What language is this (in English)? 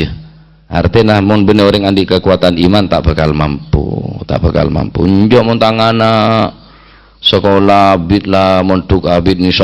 Madurese